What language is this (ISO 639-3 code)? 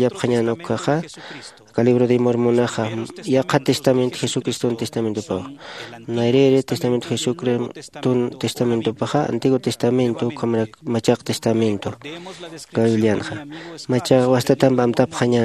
aym